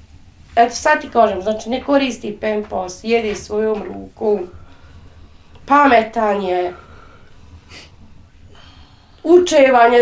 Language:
Bosnian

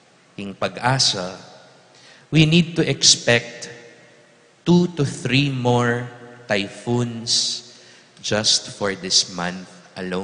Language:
Pampanga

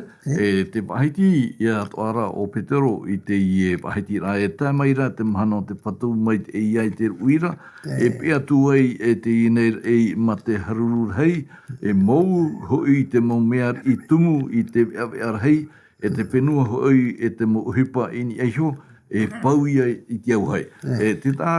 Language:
Tahitian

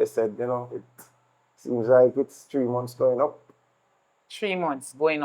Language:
Jamaican Creole English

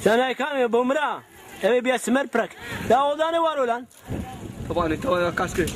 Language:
Zaza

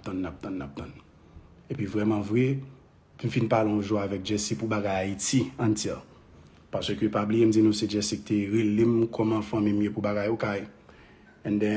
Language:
Haitian Creole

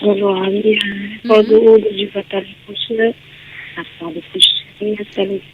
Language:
Nias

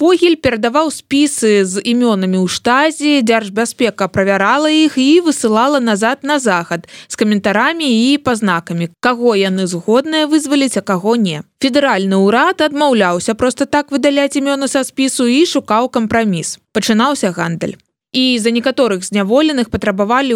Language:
Belarusian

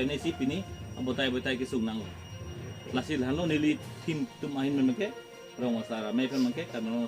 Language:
Karbi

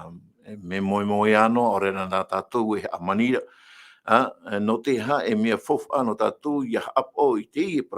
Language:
Tahitian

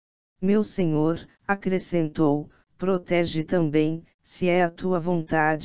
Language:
Portuguese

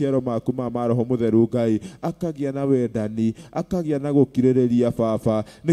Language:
Kikuyu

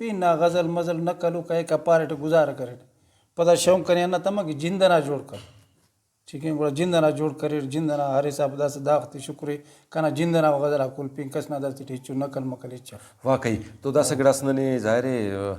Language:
Brahui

